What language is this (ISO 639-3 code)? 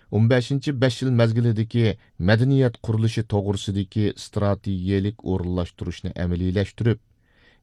uig